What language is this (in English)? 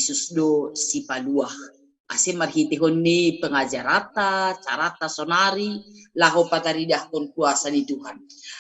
Batak Simalungun